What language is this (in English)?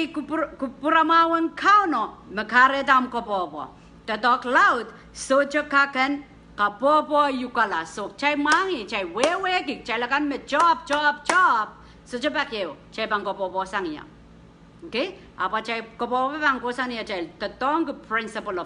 Pohnpeian